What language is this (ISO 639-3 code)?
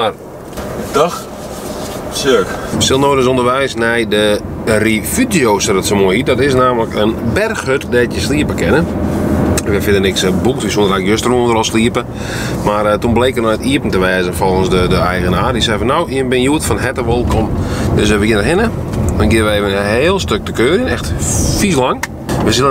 fry